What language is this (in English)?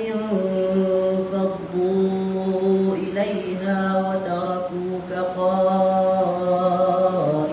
Divehi